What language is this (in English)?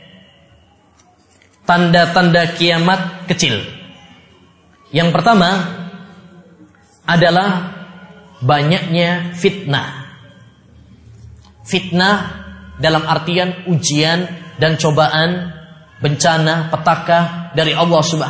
Indonesian